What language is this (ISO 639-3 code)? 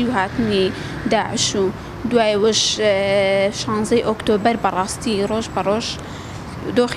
ckb